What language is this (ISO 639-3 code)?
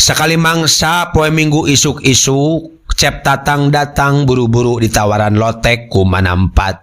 sun